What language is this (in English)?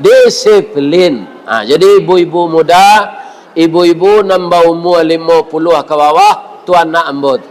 Minangkabau